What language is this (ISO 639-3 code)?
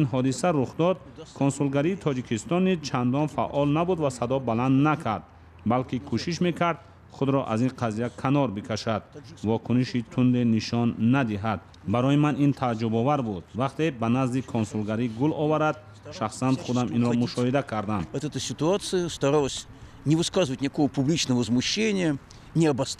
tgk